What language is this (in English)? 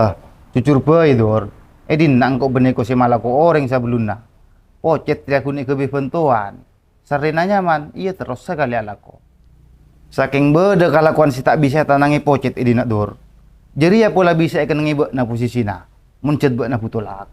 Madurese